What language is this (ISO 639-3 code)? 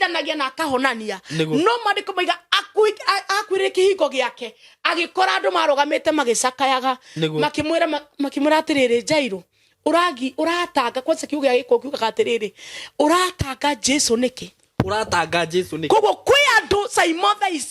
kik